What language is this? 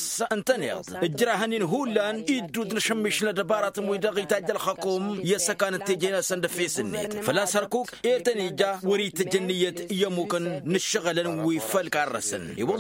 Tamasheq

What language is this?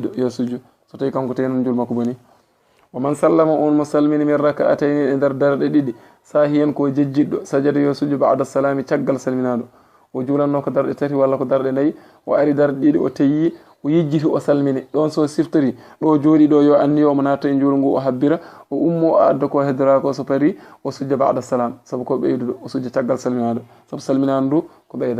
Fula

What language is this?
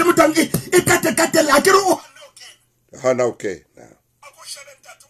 Southern Sotho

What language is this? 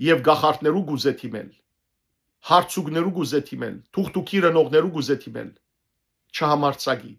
Western Armenian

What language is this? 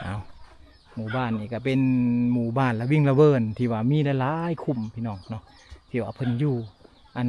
Lao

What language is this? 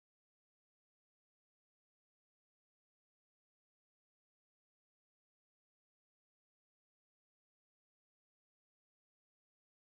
French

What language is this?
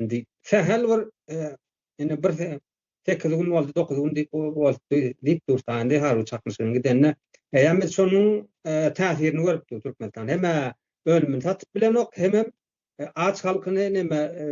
Turkmen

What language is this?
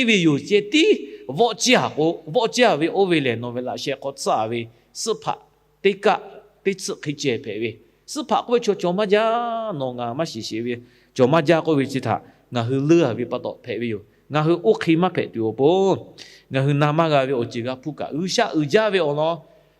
Lahu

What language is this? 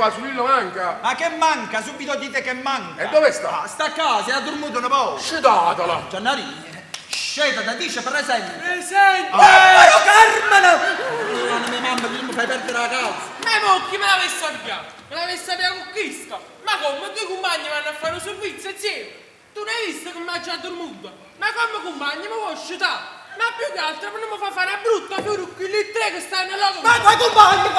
Neapolitan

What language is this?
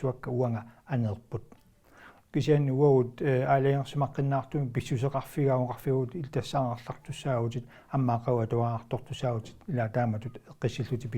Kalaallisut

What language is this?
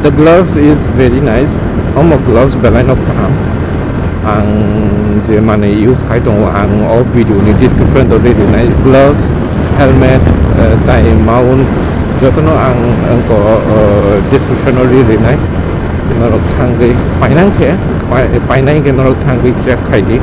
Kok Borok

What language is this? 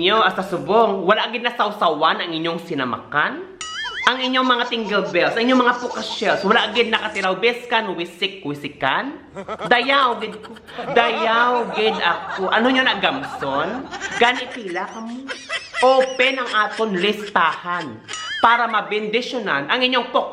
Hiligaynon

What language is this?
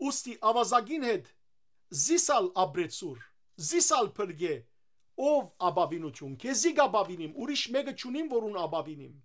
Western Armenian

